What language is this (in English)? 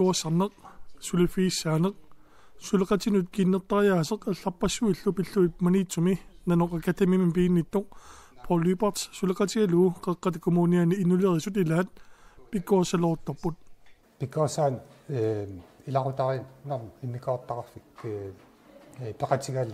Kalaallisut